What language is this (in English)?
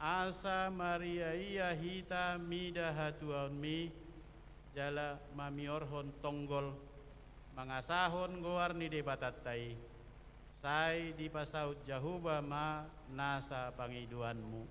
Batak Toba